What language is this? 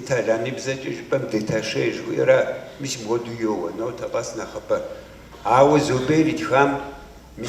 Kabardian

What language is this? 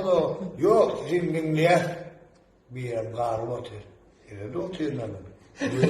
Turkmen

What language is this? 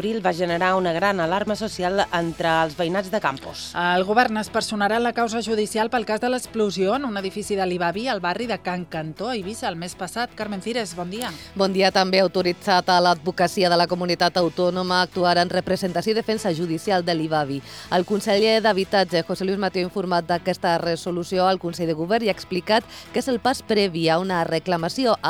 Catalan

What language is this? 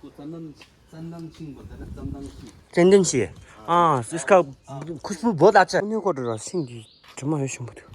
Tibetan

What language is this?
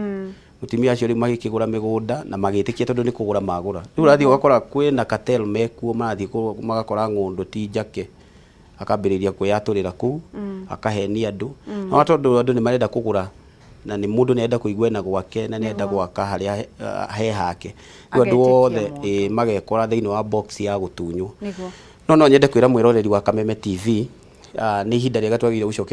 Kikuyu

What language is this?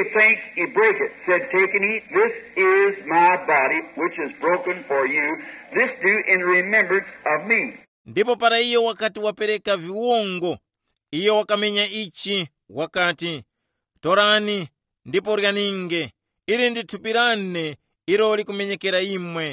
Tumbuka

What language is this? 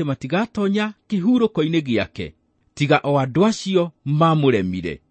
Kikuyu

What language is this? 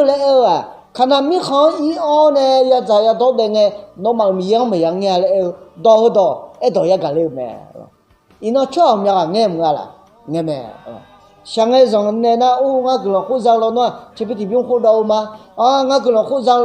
Akha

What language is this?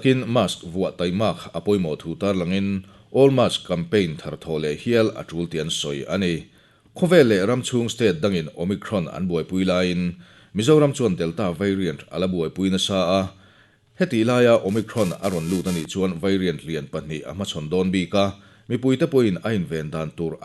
Mizo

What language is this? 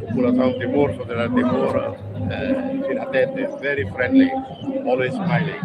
Tetum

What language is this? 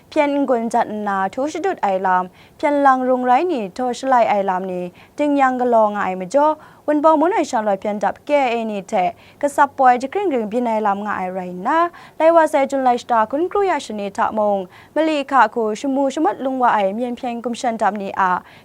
Kachin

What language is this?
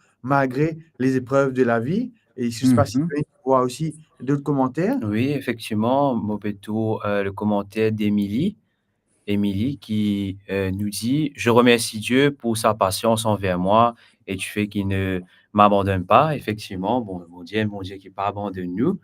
Morisyen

